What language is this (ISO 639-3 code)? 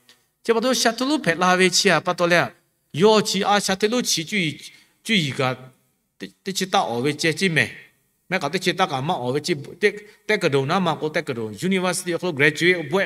lhu